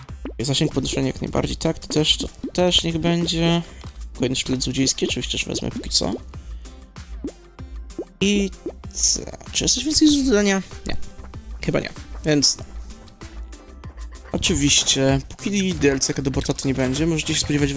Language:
Polish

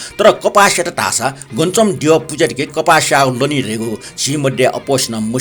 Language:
Newari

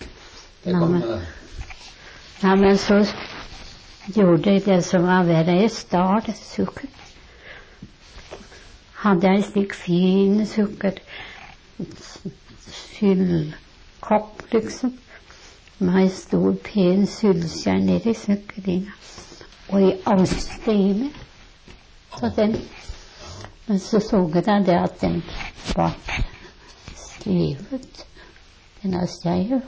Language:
Norwegian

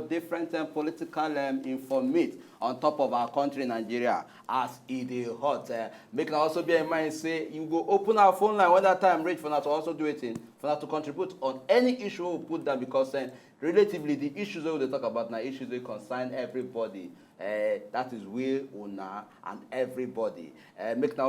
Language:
Nigerian Pidgin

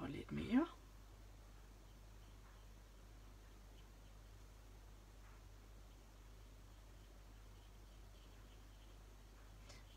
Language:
Danish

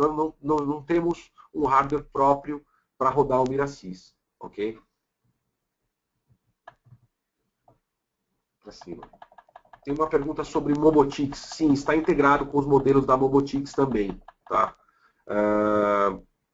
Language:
Portuguese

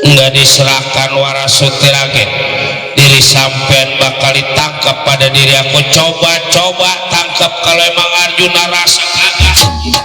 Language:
Betawi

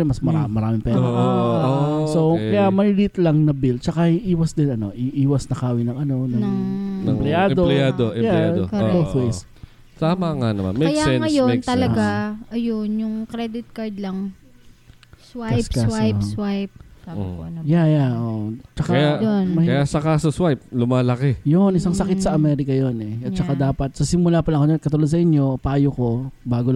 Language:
Filipino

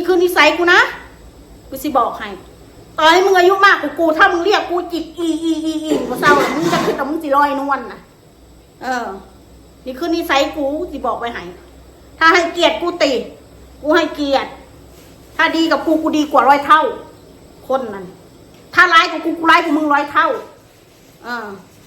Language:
Northeastern Thai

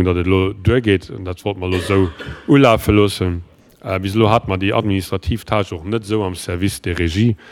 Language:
Luxembourgish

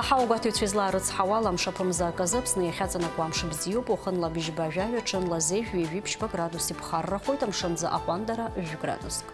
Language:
Abkhazian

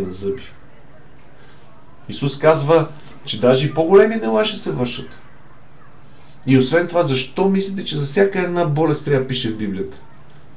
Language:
Bulgarian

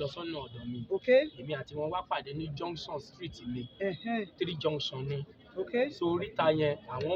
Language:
Yoruba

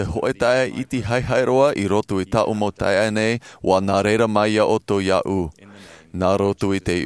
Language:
Tahitian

